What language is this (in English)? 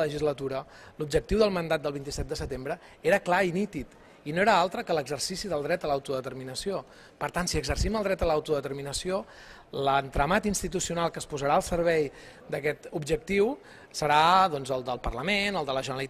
Catalan